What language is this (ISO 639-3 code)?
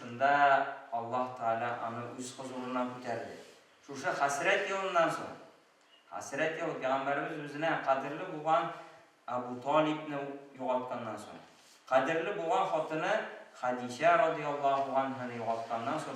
tat